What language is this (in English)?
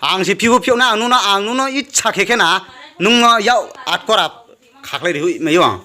Riang (India)